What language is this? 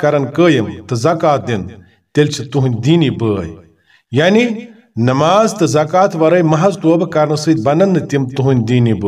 Kashmiri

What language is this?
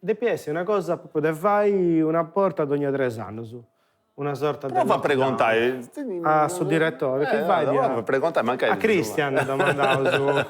Sardinian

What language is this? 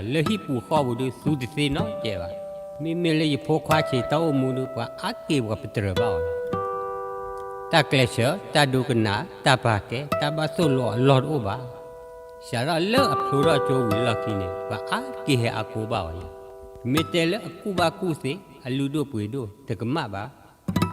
S'gaw Karen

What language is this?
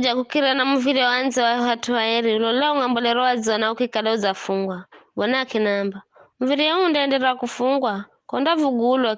Giryama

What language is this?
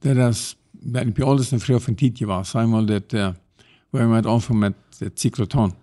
Plautdietsch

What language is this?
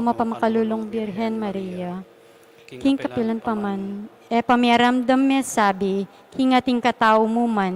Pampanga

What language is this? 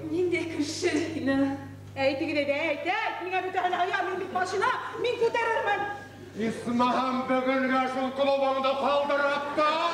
Bashkir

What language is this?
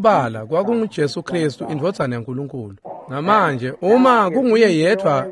Swati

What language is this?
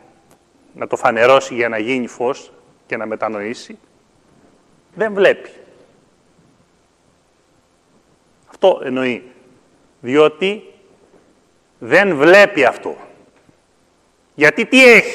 Greek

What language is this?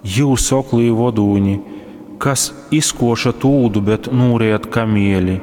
Latgalian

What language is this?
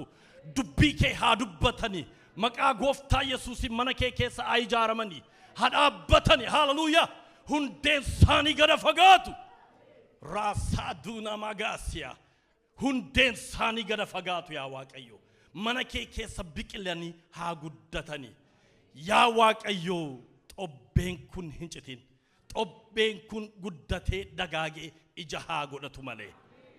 Oromo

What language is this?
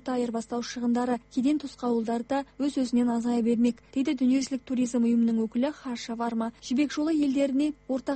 Kazakh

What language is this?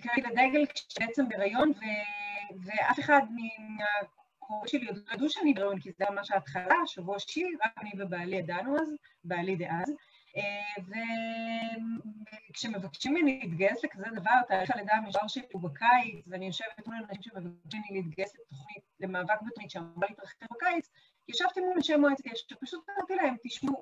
Hebrew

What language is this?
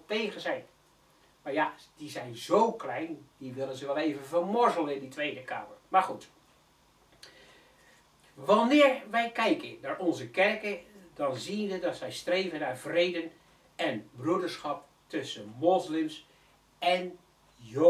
Dutch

